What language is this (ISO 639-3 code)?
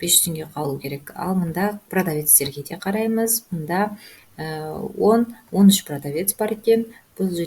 kaz